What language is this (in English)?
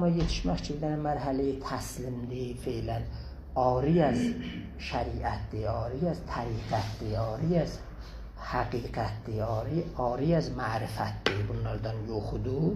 South Azerbaijani